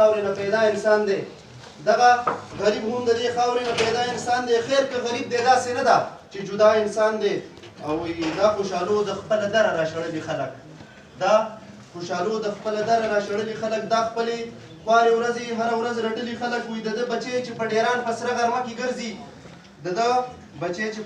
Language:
Pashto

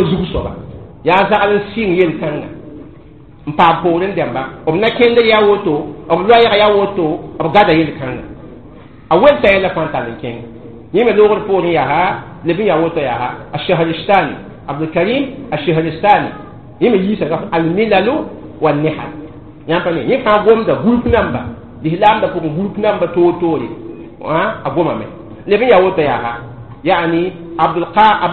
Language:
Mossi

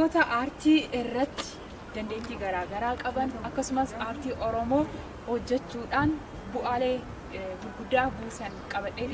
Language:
Oromo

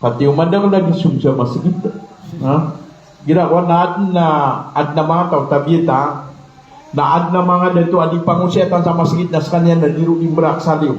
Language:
Maranao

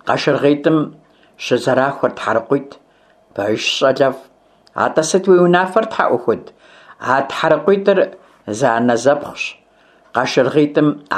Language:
Kabardian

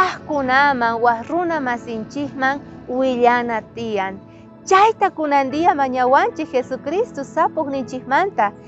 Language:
South Bolivian Quechua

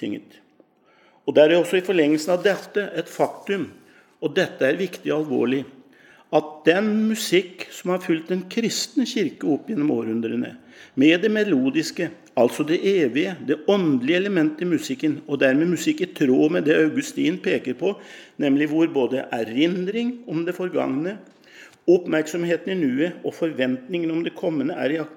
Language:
Norwegian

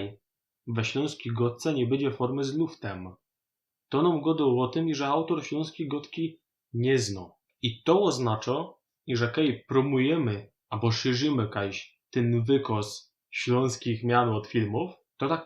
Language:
Silesian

